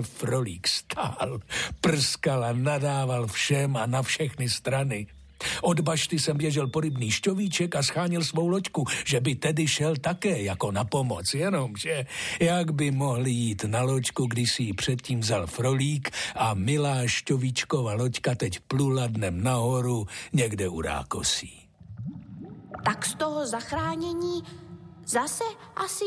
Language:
Czech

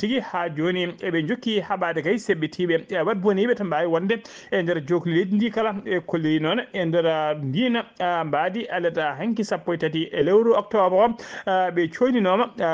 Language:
Fula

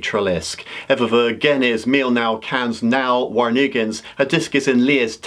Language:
Cornish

